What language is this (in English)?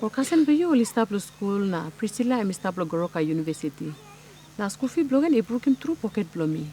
Tok Pisin